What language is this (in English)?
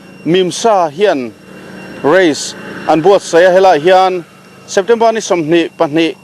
Mizo